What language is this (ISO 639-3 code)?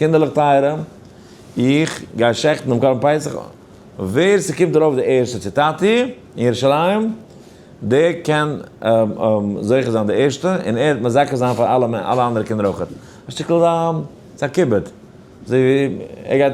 yid